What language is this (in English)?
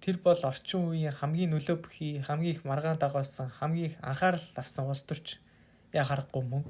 Mongolian